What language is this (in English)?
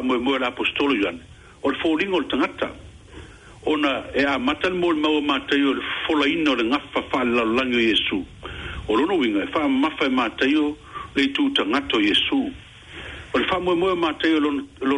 Samoan